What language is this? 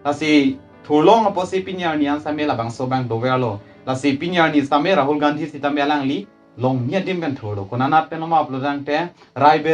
Karbi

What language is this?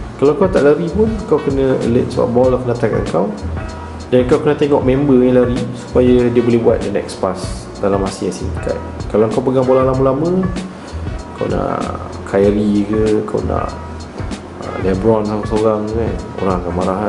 Malay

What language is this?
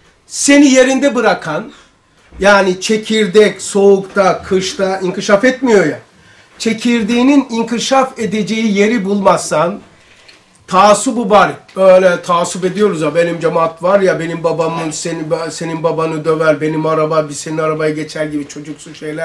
Turkish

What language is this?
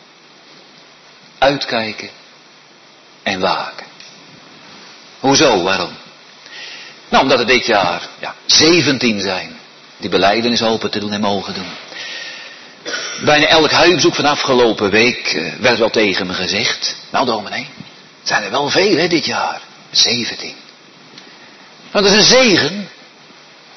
Dutch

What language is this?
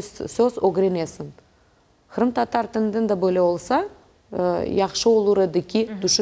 Crimean Tatar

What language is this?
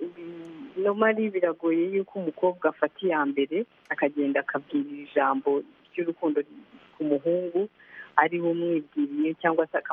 Kinyarwanda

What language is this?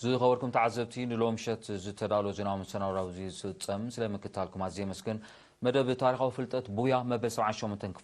Tigrinya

